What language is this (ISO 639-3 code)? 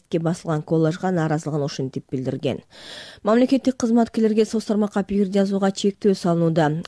kir